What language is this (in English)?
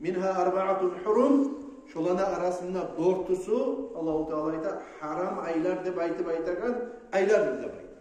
Kumyk